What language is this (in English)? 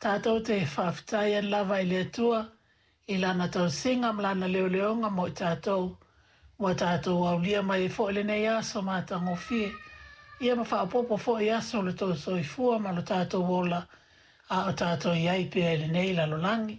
Samoan